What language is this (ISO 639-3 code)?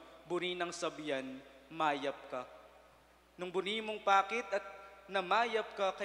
pam